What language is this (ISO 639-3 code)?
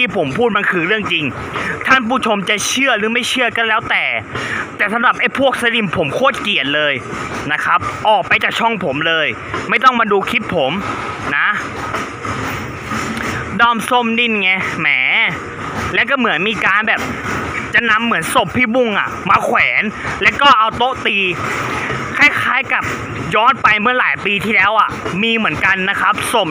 tha